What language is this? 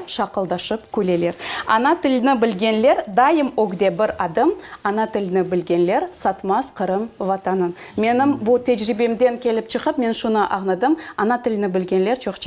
Crimean Tatar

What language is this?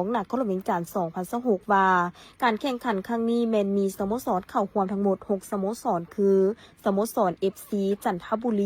Lao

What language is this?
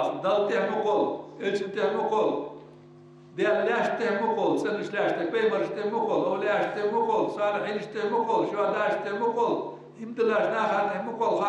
Ingush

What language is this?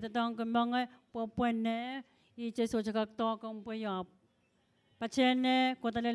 Pohnpeian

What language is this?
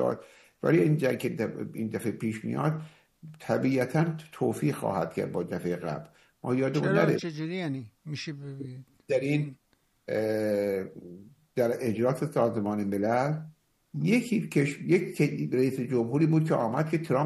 Persian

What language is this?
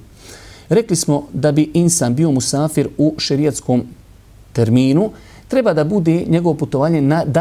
Bosnian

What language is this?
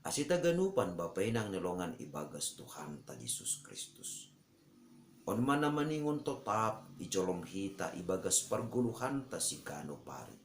Batak Simalungun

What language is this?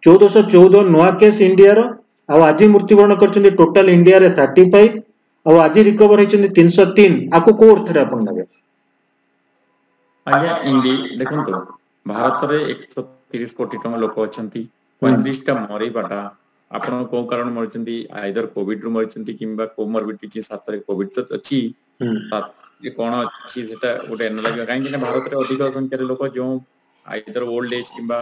Odia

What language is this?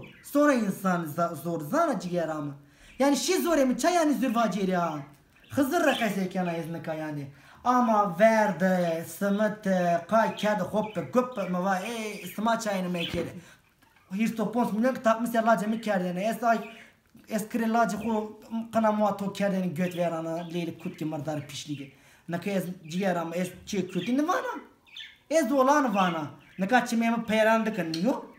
Zaza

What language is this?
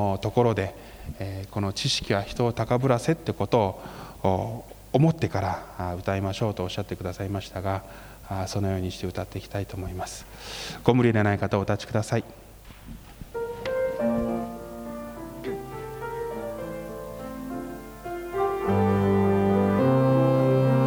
Japanese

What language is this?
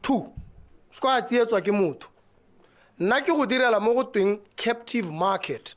Tswana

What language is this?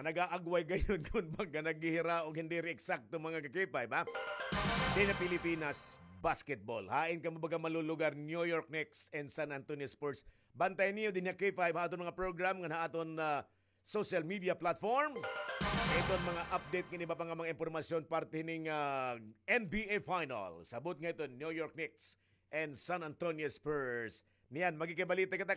Waray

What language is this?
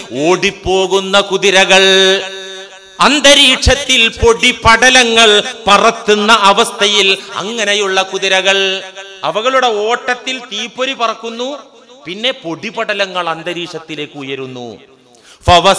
Malayalam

